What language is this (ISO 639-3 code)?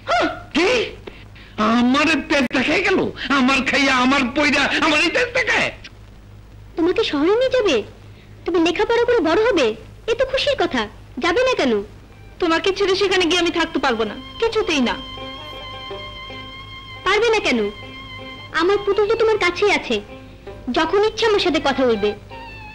ben